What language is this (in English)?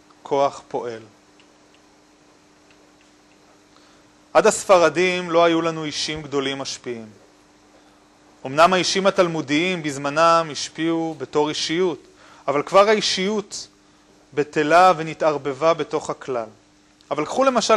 Hebrew